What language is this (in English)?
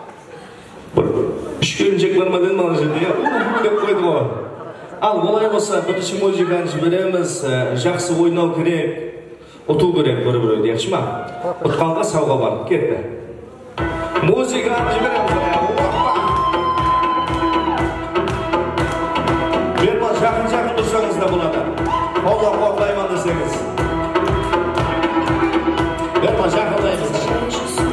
Kara-Kalpak